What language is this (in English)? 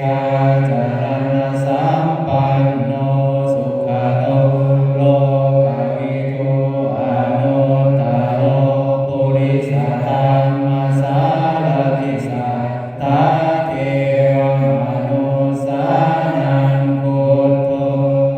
Pali